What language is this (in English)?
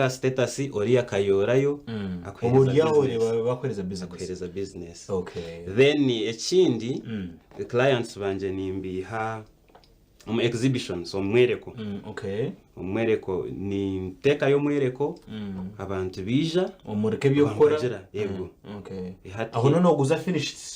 Nyankole